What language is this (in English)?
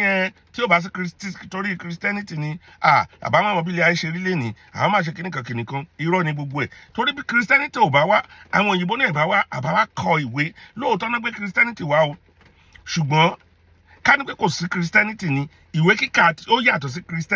Yoruba